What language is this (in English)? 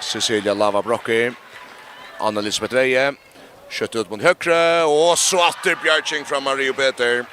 Faroese